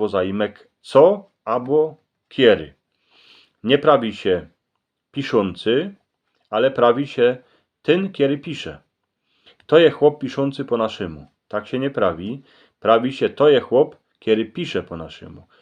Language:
Silesian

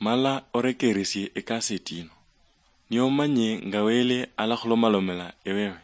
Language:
Luyia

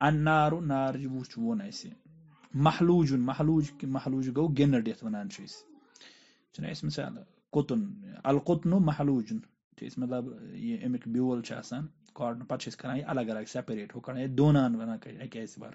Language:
Kashmiri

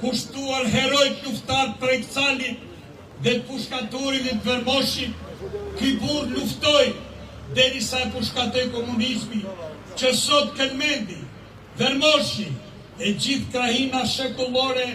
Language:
Albanian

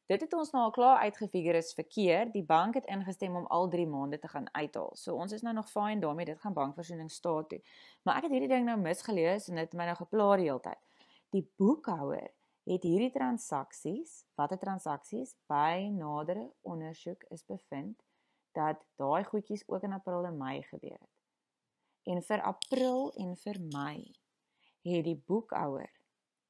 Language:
Afrikaans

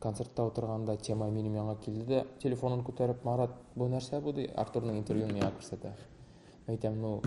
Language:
Tatar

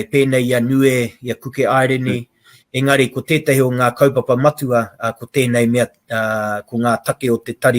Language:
Māori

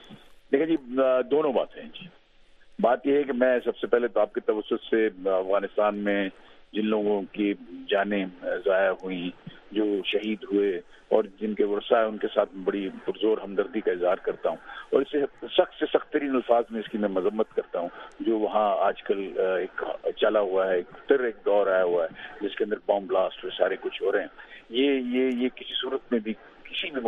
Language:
Urdu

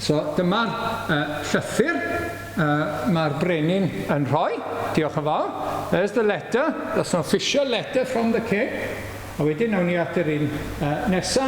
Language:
Welsh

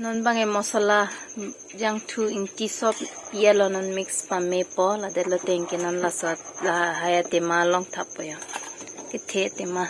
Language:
Karbi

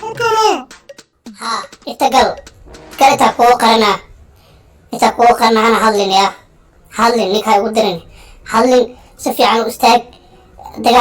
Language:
Somali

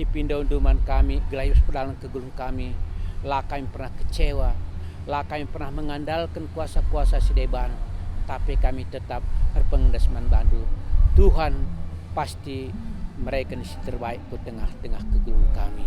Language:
Batak Karo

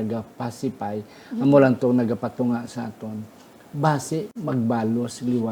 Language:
Hiligaynon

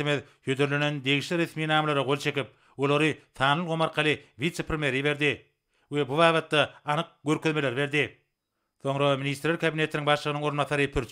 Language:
Turkmen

